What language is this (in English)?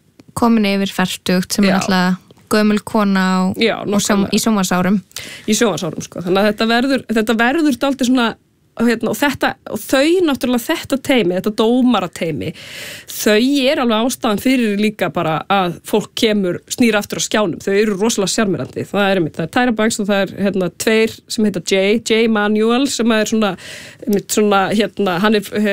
Icelandic